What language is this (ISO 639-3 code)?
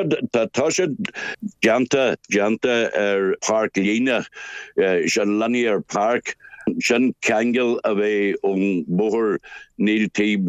gle